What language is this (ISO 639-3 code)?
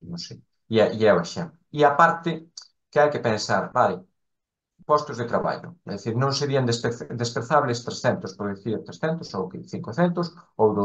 glg